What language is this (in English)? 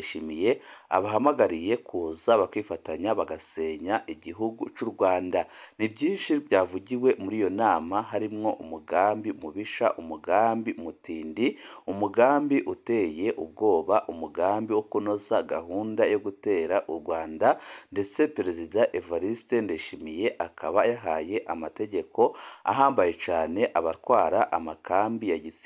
Rundi